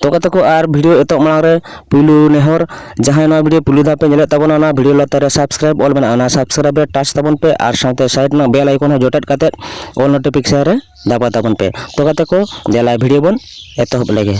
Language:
Santali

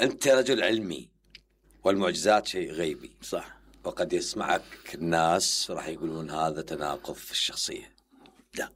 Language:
Mesopotamian Arabic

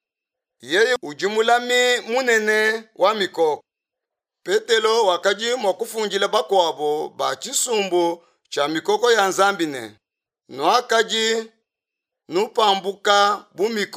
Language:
Luba-Lulua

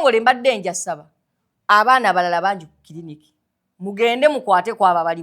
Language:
Ganda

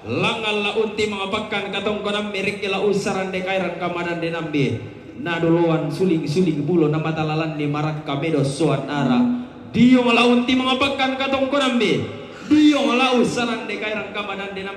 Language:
Toraja-Sa'dan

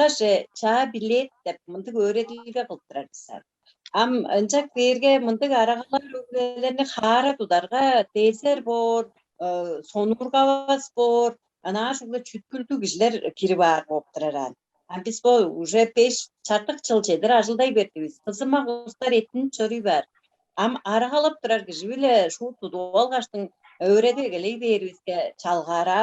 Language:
Tuvinian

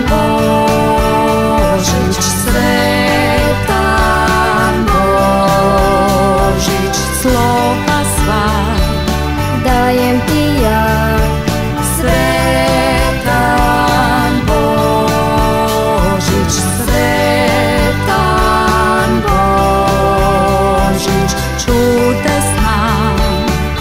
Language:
Croatian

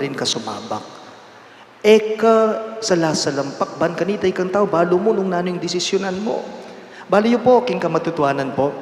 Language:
Pampanga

